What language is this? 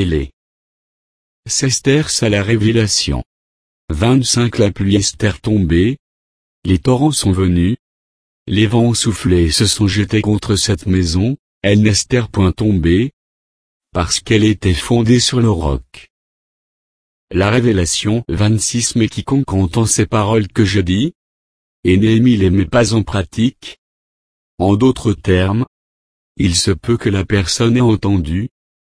French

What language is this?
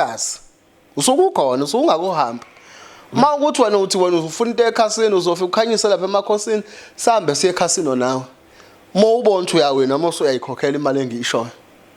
Zulu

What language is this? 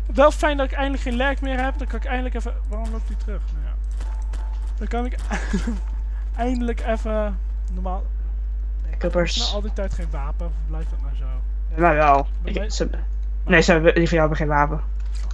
Dutch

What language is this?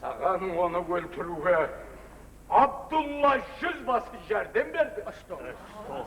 Kara-Kalpak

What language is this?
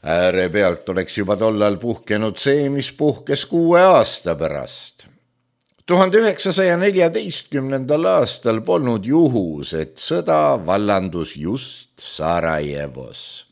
Estonian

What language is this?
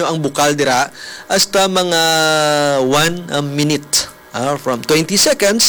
Hiligaynon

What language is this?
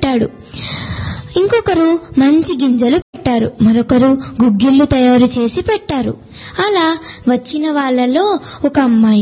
Telugu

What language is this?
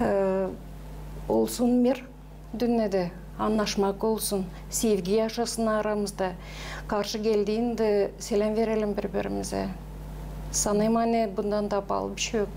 Gagauz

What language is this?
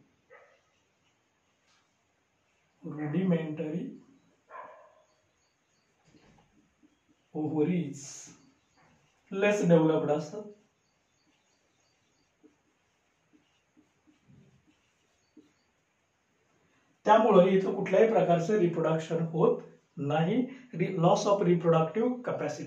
Marathi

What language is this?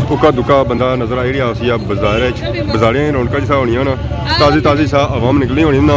Pahari-Potwari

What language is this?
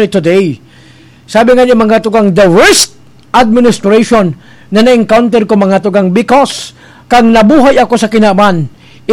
Bikol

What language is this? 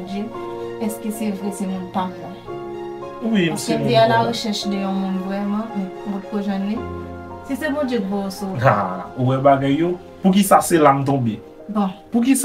Haitian Creole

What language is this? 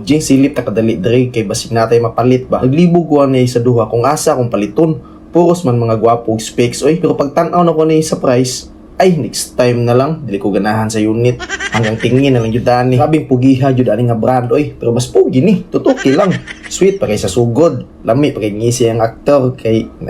Cebuano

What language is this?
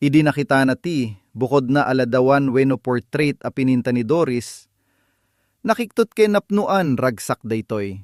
Iloko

